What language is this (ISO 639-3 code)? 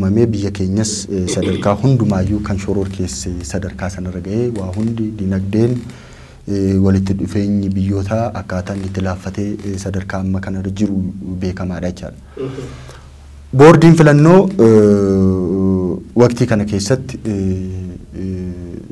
orm